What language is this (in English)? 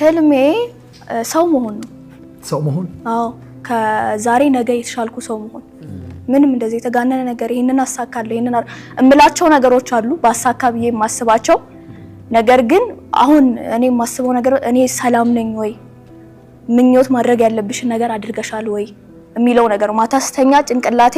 Amharic